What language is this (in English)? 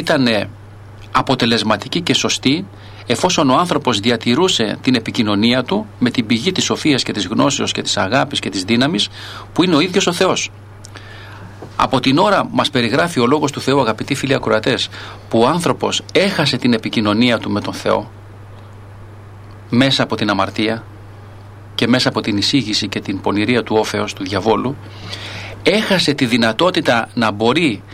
Greek